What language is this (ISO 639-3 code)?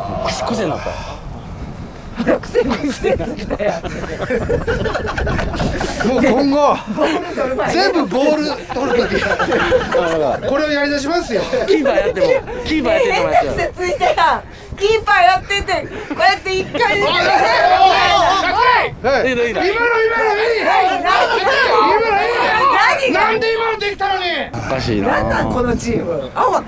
jpn